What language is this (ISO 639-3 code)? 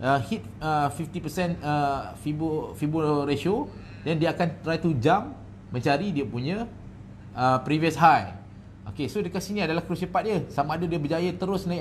msa